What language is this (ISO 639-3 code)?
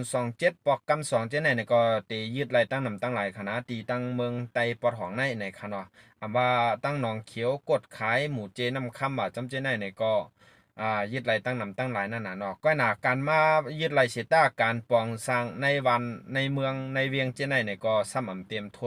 shn